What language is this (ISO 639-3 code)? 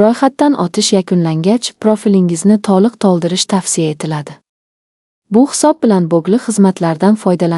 uzb